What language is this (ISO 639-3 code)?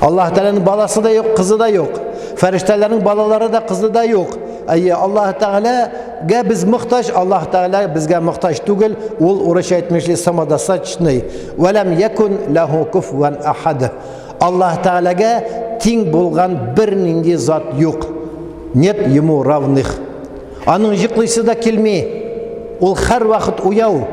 tat